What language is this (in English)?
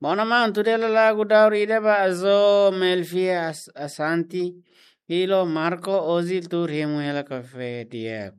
Tetum